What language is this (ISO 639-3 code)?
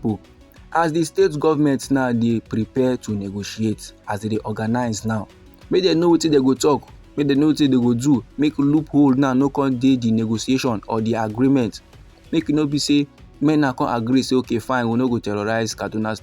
pcm